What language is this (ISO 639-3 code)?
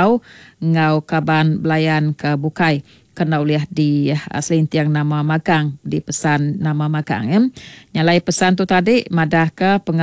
iba